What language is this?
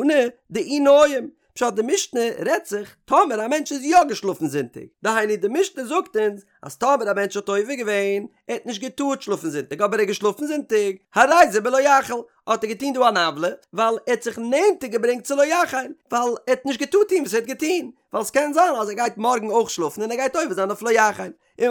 Yiddish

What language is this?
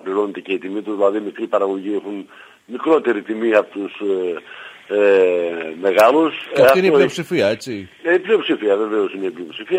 Greek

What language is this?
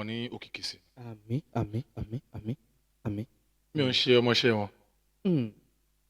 Yoruba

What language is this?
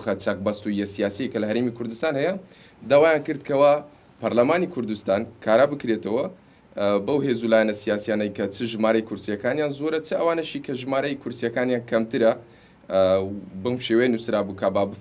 Central Kurdish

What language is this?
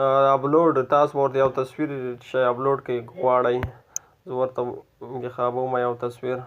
Pashto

